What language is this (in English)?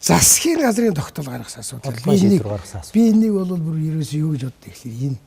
Mongolian